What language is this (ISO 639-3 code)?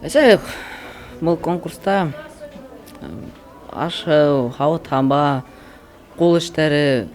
bak